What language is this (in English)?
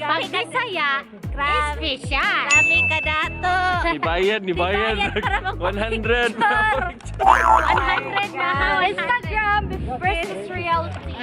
Cebuano